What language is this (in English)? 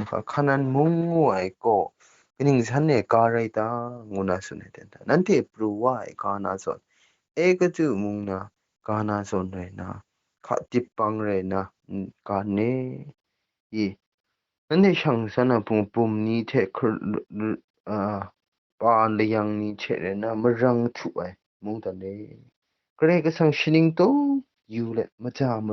Kachin